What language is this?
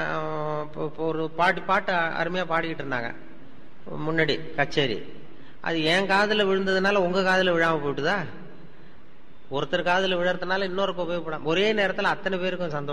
Tamil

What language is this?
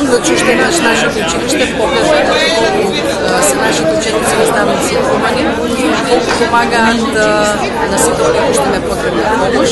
Macedonian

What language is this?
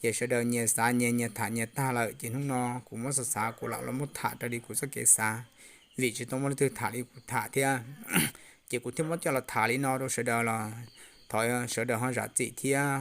Hmong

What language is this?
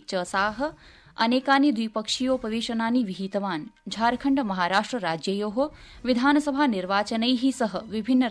Sanskrit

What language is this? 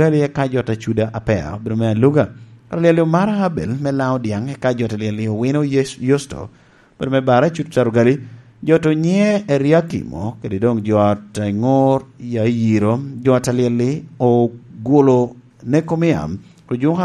Lango (Uganda)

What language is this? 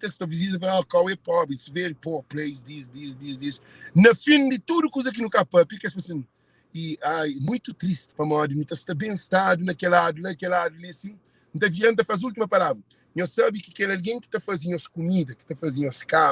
Kabuverdianu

